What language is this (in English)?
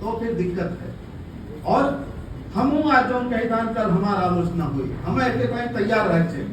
Awadhi